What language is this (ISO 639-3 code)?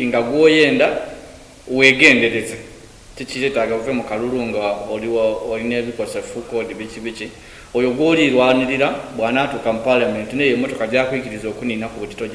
xog